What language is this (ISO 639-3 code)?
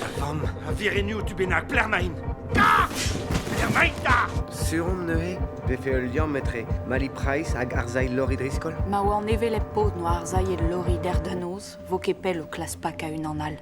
bre